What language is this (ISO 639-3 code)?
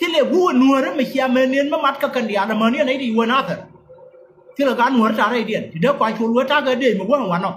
nus